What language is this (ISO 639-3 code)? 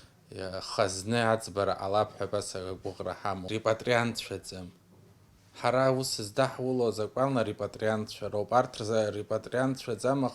abk